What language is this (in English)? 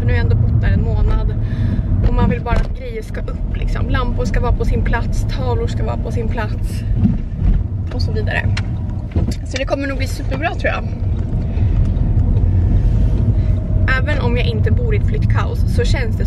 Swedish